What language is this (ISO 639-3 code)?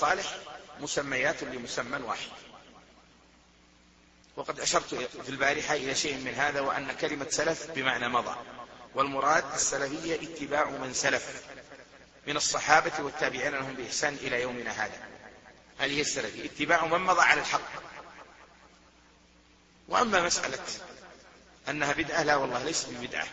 ara